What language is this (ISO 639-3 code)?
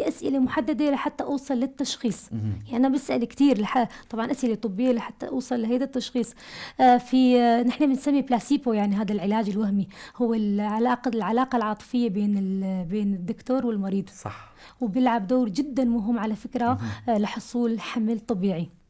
apc